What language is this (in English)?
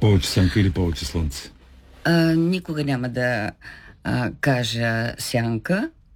Bulgarian